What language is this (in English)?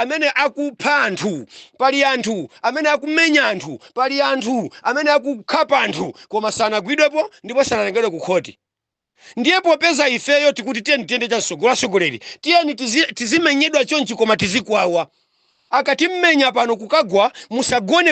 Nyanja